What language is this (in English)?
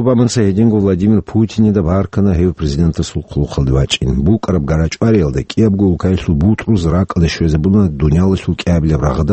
Avaric